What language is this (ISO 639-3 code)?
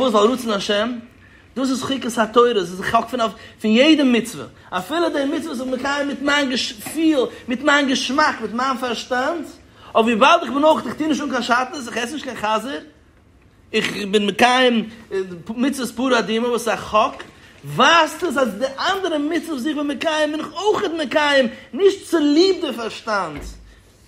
yid